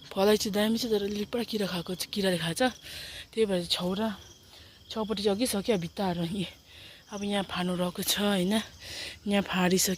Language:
Nepali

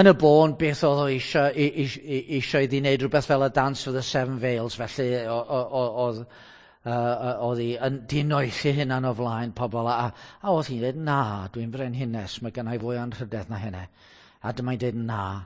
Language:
Welsh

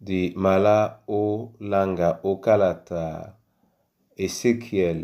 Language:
Duala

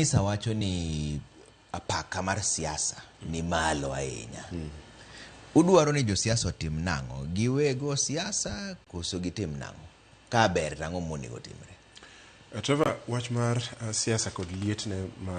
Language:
Luo (Kenya and Tanzania)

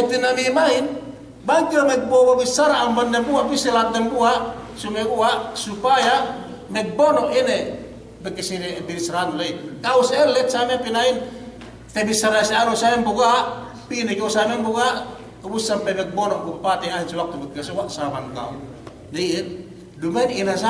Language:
Yakan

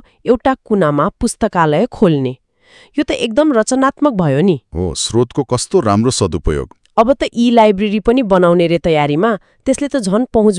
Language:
Nepali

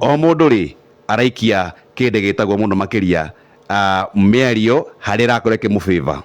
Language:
Kikuyu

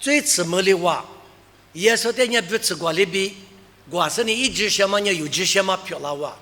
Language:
Lisu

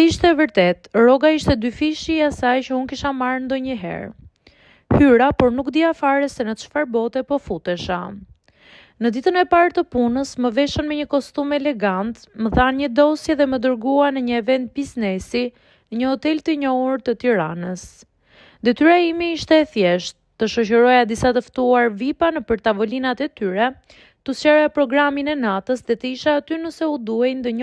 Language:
Albanian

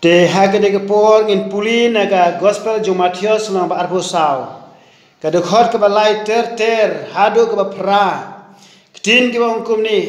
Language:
Khasi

